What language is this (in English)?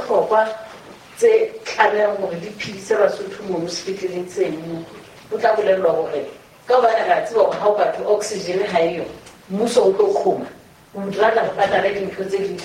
Southern Sotho